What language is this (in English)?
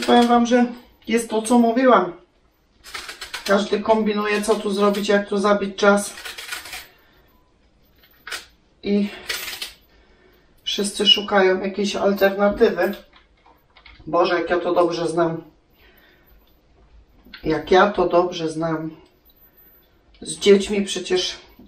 Polish